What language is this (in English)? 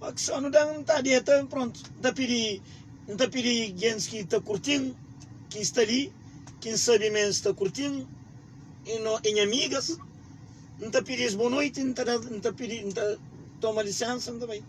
Kabuverdianu